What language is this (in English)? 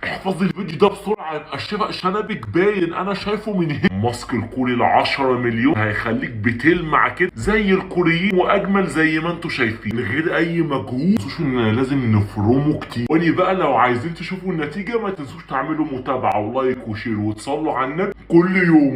Egyptian Arabic